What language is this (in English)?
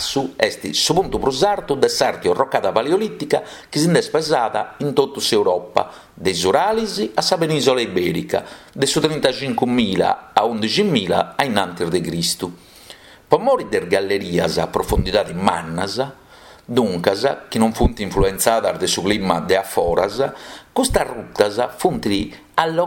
Sardinian